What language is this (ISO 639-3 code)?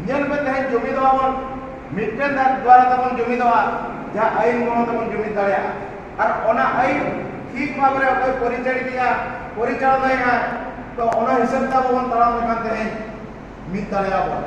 sat